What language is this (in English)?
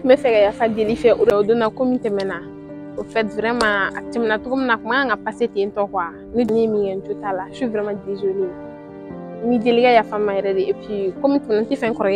Bambara